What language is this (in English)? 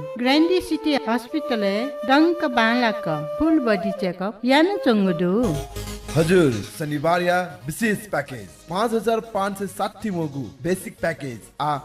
Newari